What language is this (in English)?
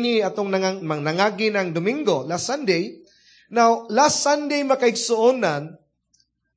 Cebuano